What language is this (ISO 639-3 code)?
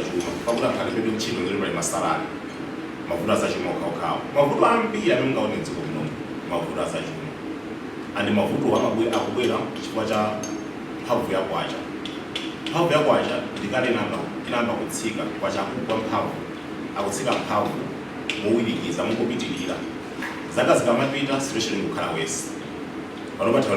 nya